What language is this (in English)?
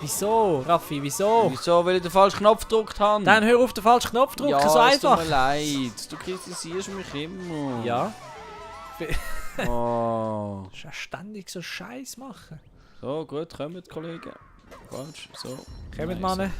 Swiss German